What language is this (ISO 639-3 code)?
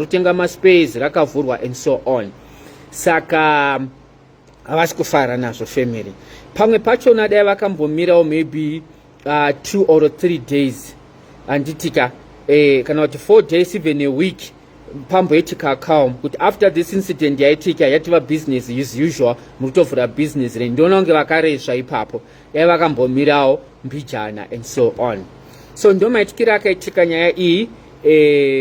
sna